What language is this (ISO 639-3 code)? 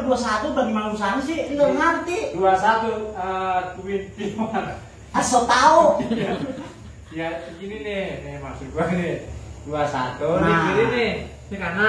bew